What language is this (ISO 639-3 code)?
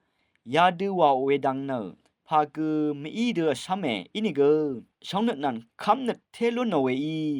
raw